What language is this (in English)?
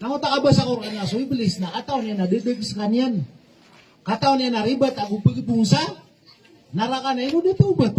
Maranao